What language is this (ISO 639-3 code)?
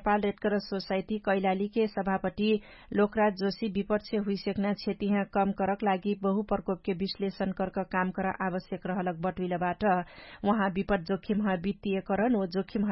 thl